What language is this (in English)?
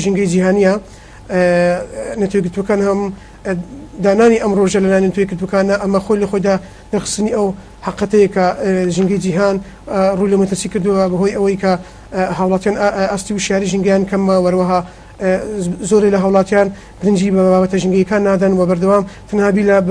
Central Kurdish